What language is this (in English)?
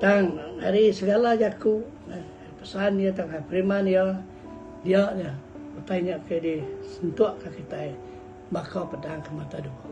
Iban